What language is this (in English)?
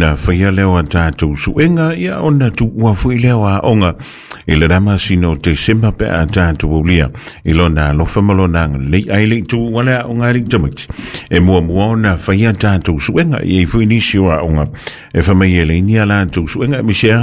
Samoan